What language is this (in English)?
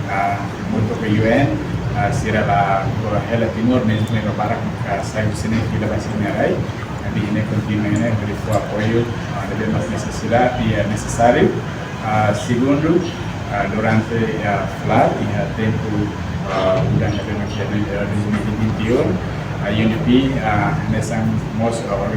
Tetum